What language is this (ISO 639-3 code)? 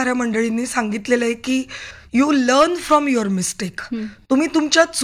mar